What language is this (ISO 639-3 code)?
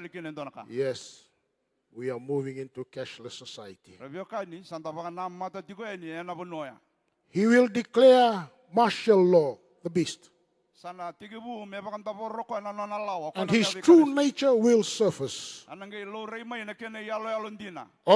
fij